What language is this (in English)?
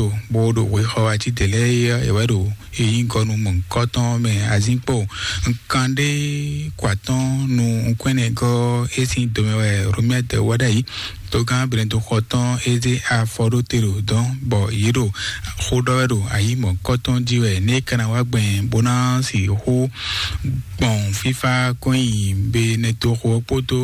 Fon